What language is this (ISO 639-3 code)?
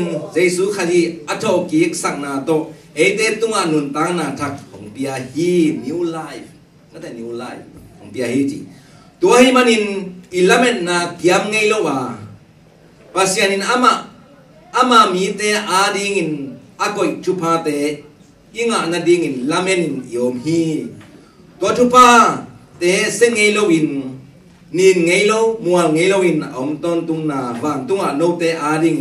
ctd